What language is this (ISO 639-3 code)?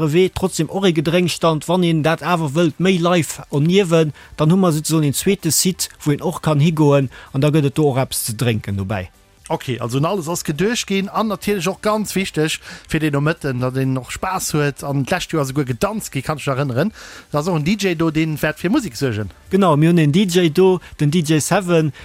ltz